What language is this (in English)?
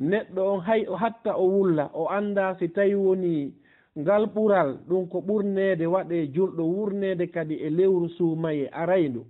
Fula